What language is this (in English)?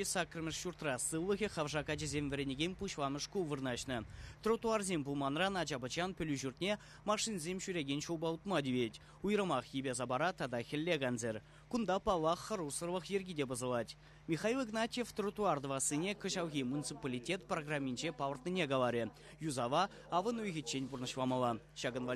Chuvash